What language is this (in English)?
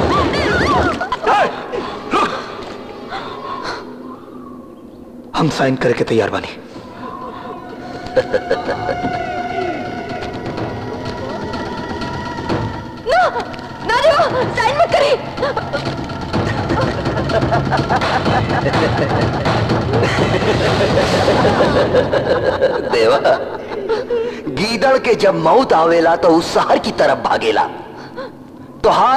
Bhojpuri